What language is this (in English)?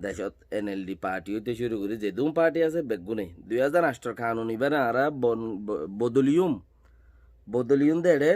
Rohingya